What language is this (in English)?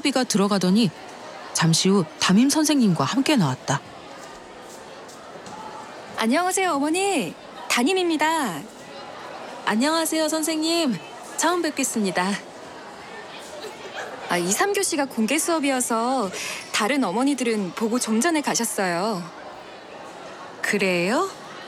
Korean